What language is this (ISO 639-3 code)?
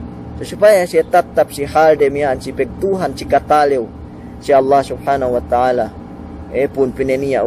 yka